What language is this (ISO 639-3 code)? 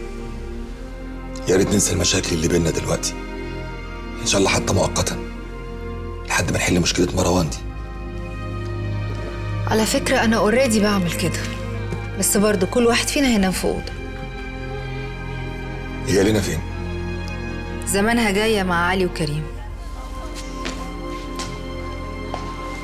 arz